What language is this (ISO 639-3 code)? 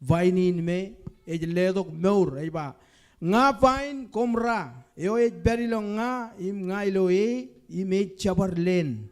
mah